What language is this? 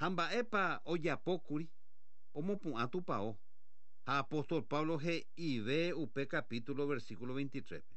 Guarani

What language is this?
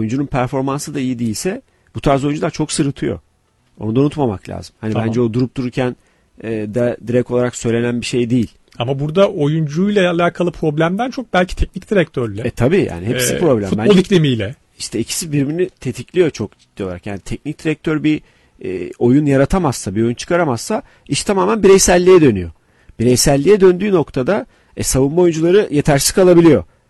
Turkish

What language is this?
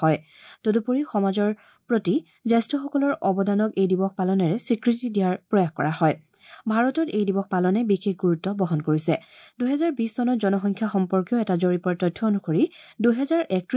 Assamese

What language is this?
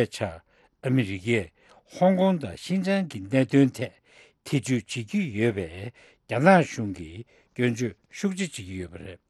Tibetan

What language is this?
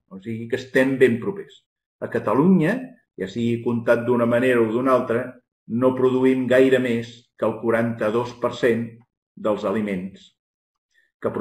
Catalan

